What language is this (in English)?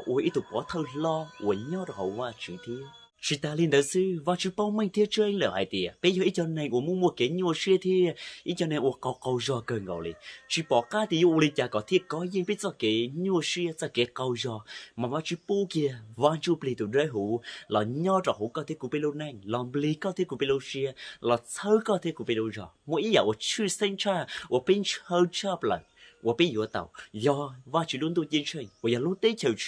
Hmong